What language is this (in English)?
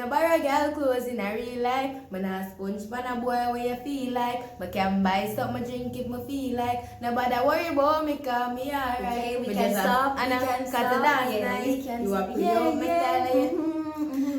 Jamaican Creole English